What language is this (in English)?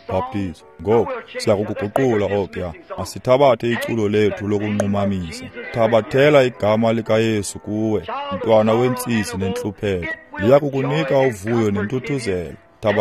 Xhosa